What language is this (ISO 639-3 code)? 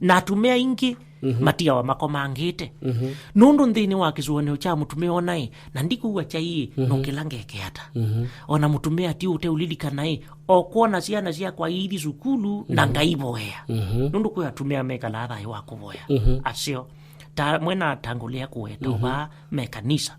kam